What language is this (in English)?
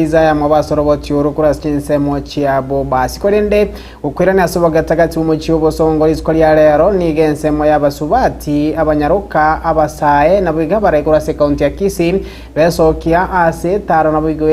Gusii